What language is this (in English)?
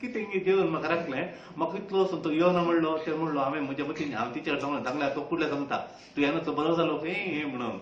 Konkani